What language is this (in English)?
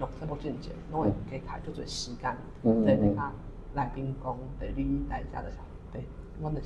Min Nan Chinese